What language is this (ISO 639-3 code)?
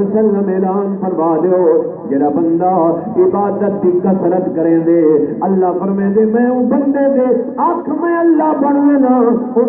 skr